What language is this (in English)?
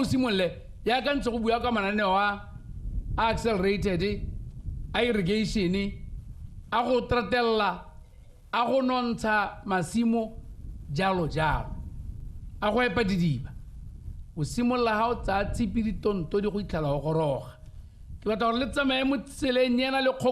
Tswana